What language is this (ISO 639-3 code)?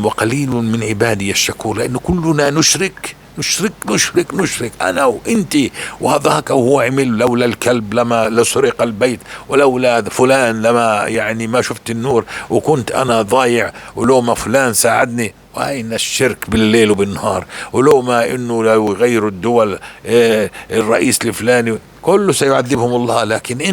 apc